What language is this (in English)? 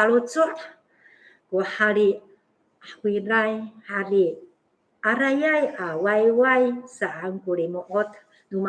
Amis